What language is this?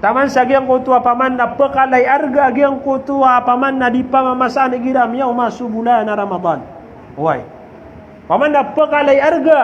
Maranao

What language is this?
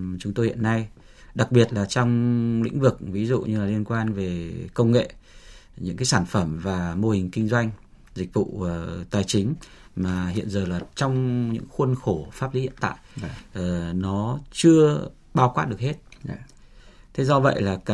Vietnamese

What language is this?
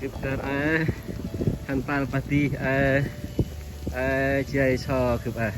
Central Mnong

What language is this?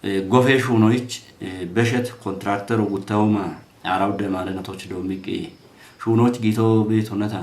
Kafa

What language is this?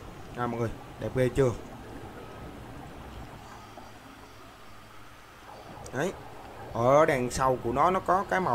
Vietnamese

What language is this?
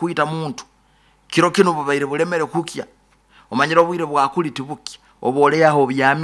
Nyoro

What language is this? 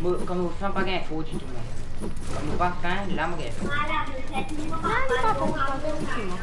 Morisyen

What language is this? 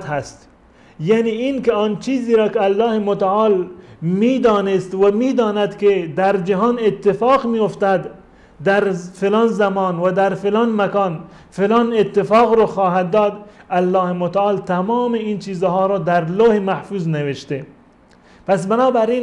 Persian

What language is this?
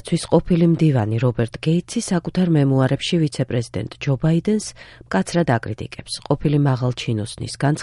Georgian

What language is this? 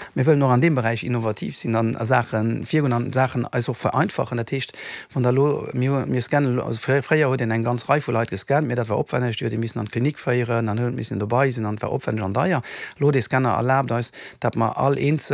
Luxembourgish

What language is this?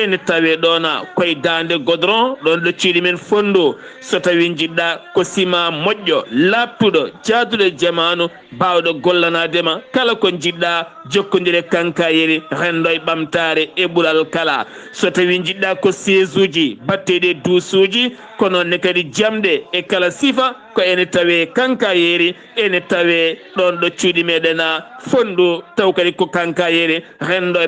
Fula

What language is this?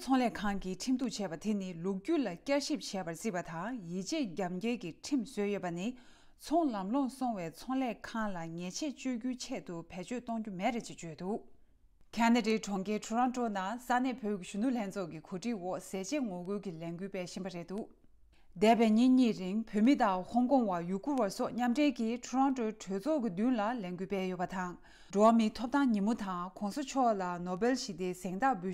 Tibetan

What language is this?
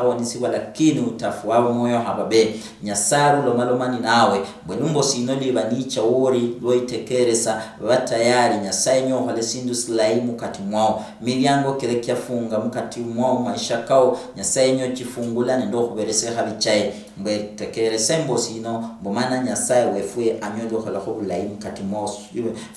Luyia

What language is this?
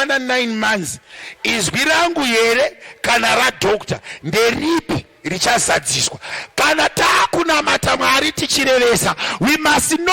Shona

